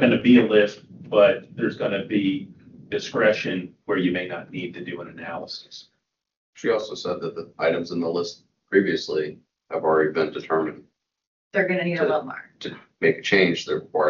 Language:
English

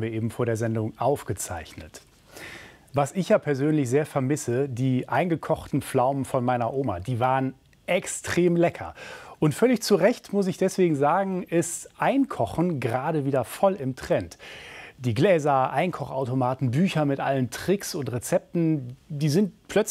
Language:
German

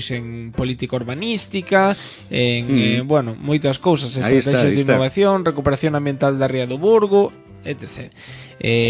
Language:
Galician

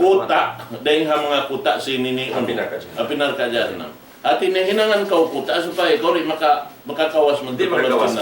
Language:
Tausug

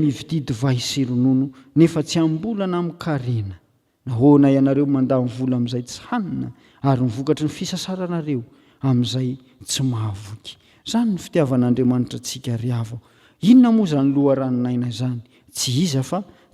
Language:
Malagasy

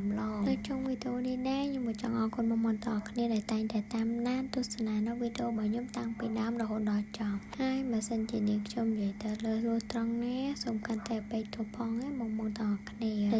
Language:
Khmer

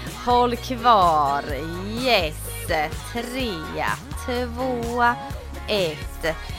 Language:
Swedish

